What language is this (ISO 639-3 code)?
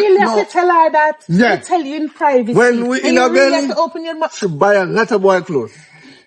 jam